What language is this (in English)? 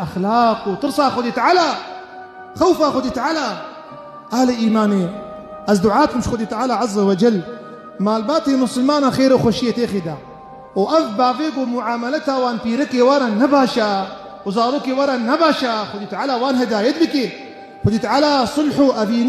Kurdish